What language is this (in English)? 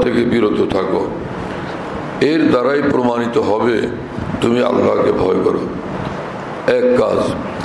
Bangla